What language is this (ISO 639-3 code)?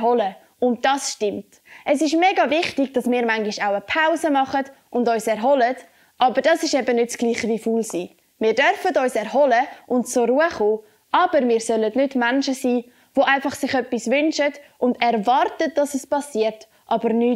gsw